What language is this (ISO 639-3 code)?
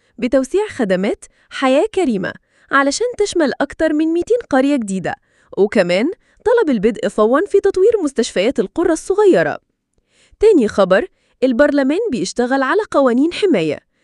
arz